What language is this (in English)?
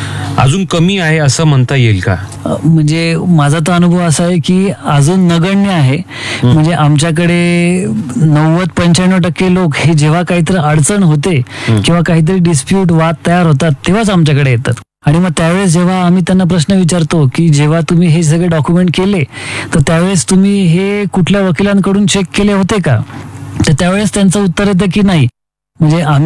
Marathi